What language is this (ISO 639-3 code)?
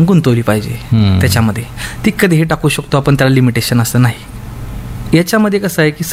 mar